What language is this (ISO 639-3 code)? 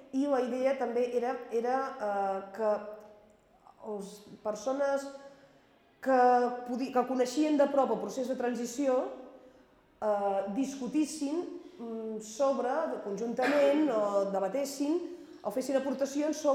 cat